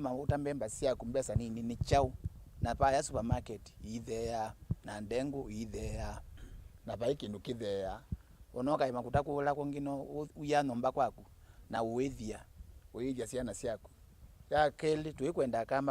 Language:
Kamba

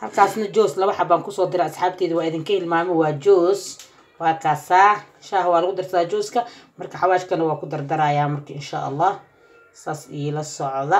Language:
Somali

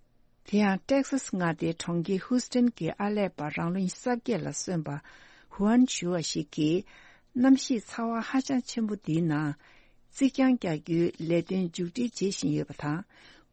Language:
Tibetan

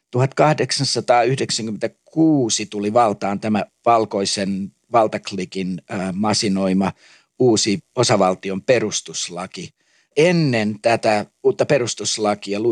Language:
Finnish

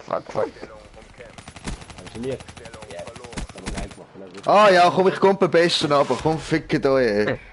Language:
Swiss German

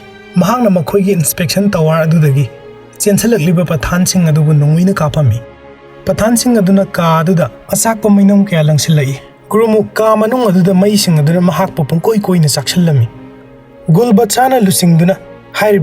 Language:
Manipuri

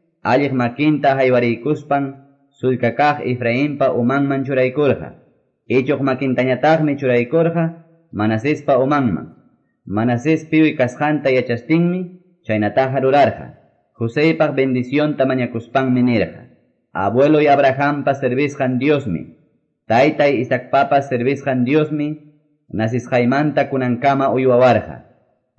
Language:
Quechua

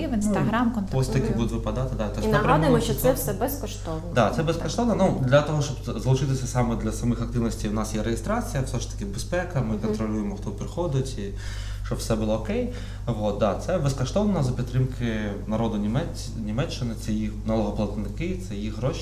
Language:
Ukrainian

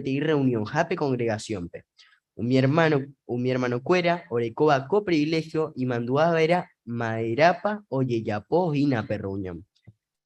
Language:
Guarani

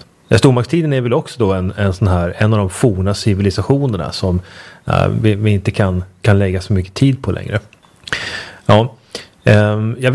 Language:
Swedish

